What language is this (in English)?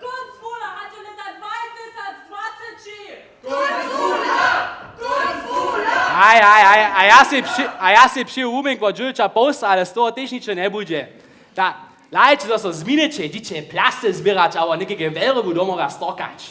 Upper Sorbian